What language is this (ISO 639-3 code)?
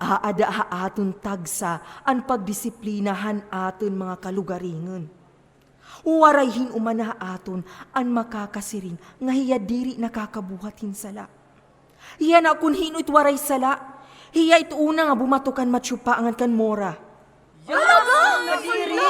war